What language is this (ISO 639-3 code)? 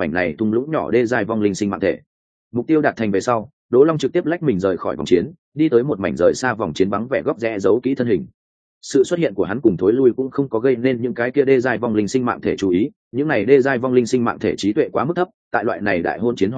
vie